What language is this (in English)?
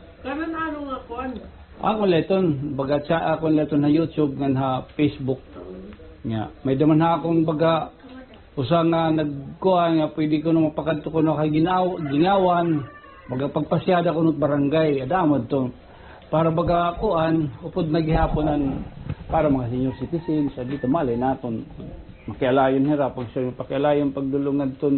Waray